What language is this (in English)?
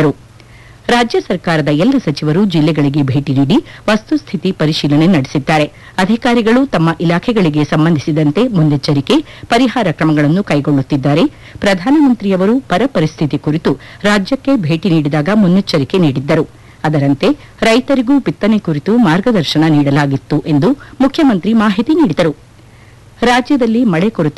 Kannada